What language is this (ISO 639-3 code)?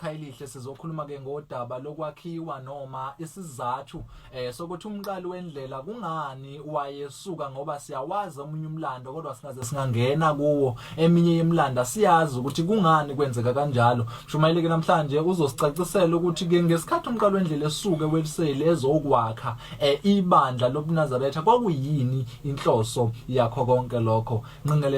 zul